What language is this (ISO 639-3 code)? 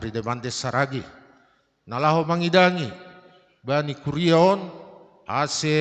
bts